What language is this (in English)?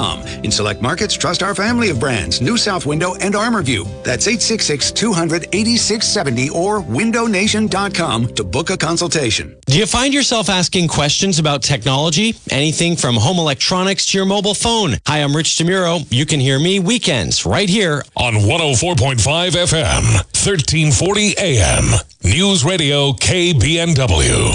English